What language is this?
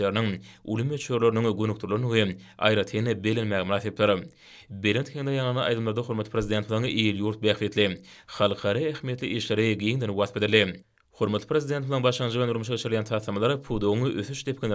Turkmen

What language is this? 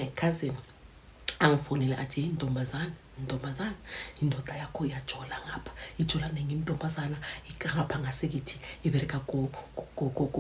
Zulu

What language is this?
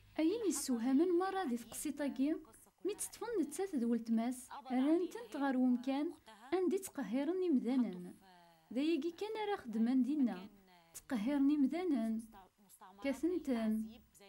Kabyle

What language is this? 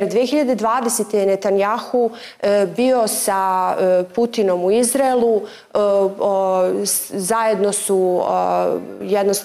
Serbian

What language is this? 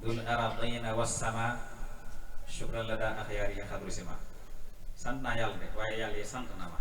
Wolof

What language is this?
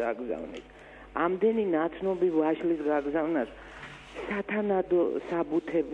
Georgian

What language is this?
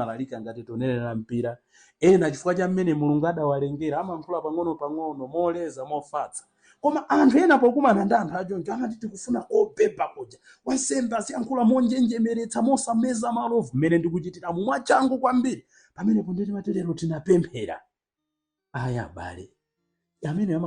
Nyanja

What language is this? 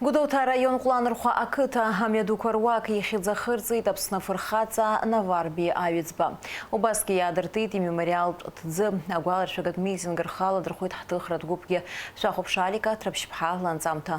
Abkhazian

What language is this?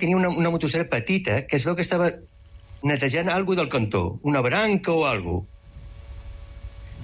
Catalan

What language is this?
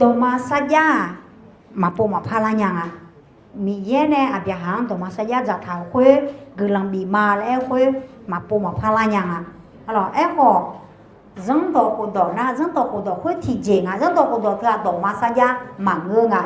Akha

